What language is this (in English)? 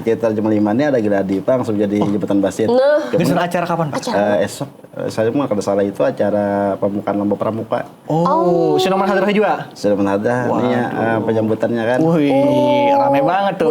Banjar